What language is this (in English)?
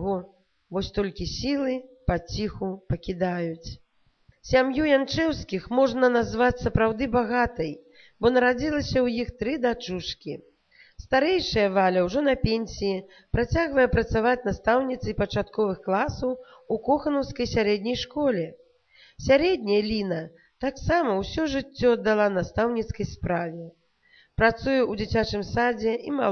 Belarusian